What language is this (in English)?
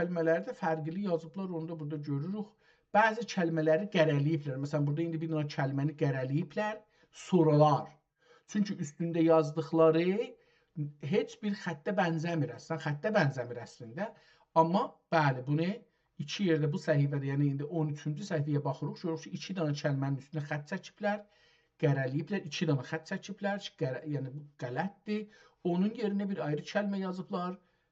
South Azerbaijani